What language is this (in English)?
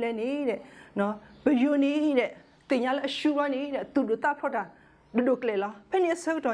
S'gaw Karen